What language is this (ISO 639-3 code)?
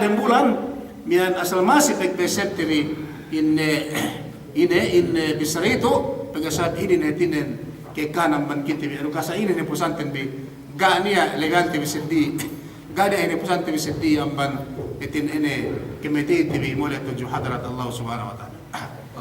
yka